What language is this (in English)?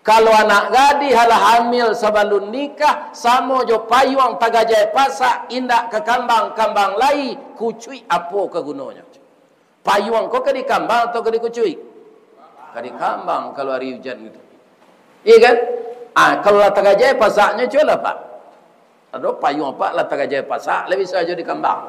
Minangkabau